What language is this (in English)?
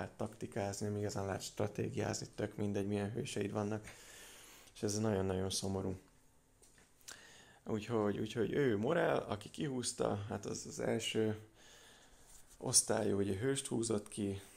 Hungarian